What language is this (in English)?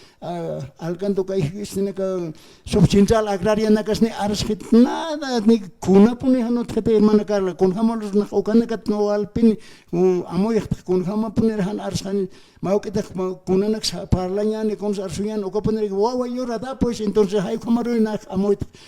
Aymara